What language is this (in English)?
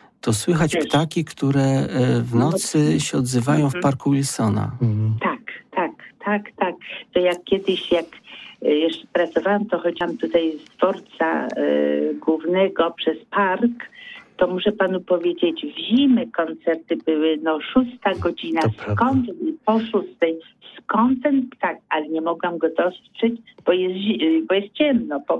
Polish